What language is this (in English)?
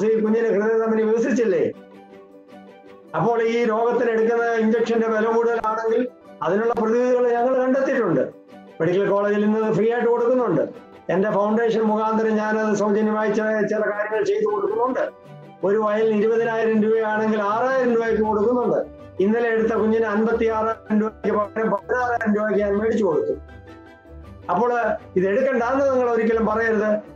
Malayalam